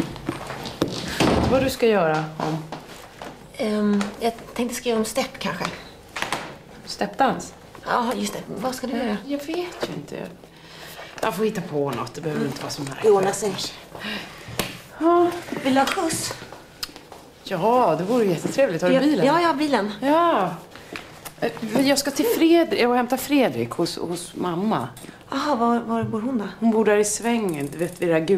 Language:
Swedish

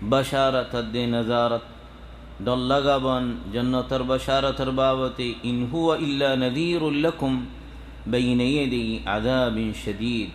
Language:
Rohingya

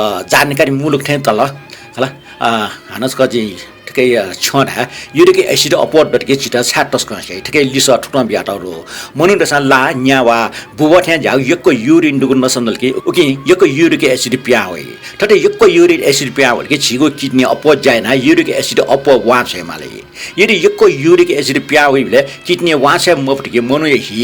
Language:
Newari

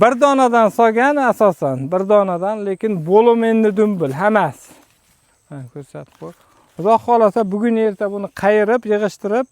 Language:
Uzbek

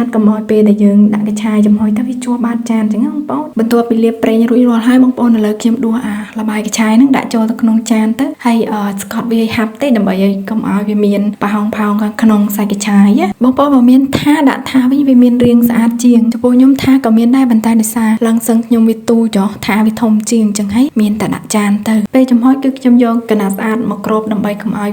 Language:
Khmer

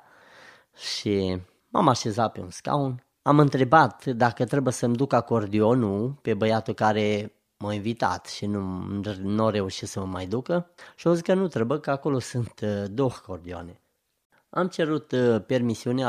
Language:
Romanian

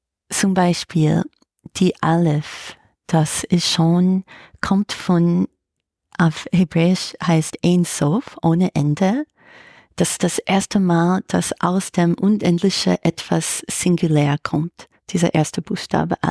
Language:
Swiss German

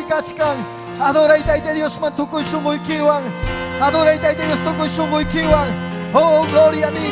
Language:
Ayacucho Quechua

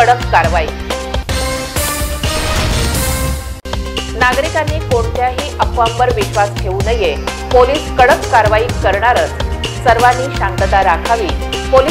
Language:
Marathi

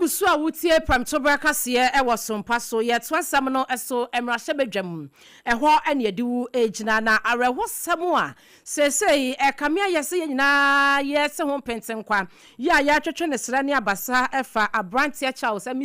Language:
Akan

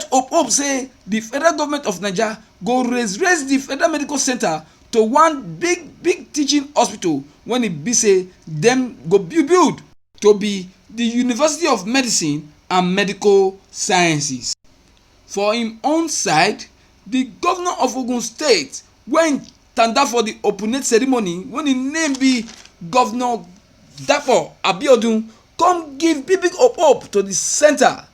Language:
Nigerian Pidgin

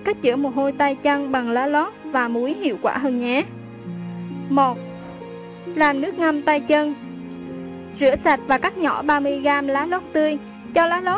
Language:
Vietnamese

